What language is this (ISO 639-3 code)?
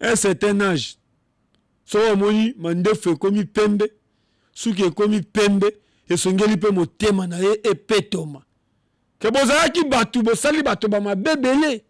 lin